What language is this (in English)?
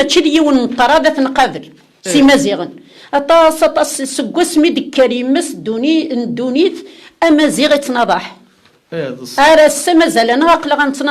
Kabyle